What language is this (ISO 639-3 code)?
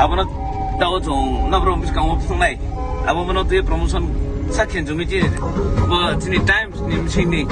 ria